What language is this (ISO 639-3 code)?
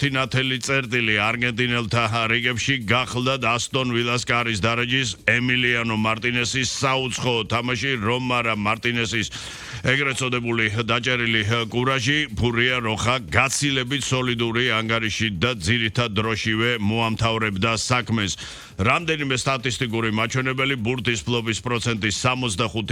kat